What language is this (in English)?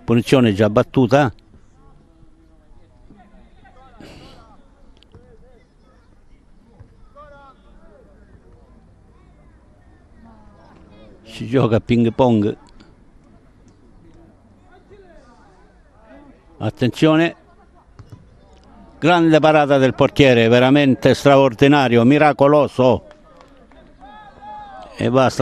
Italian